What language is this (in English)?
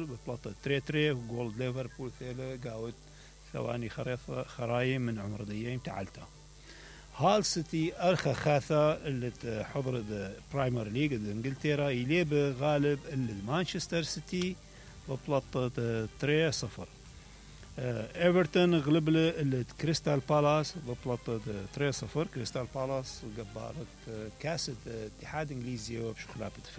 Mesopotamian Arabic